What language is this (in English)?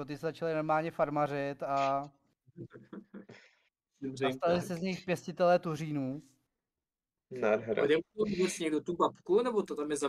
Czech